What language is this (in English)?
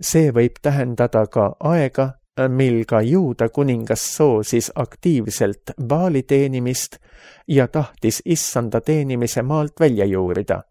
Estonian